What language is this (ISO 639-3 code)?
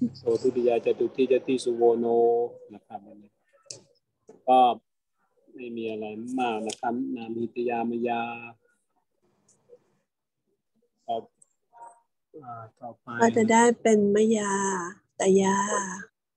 tha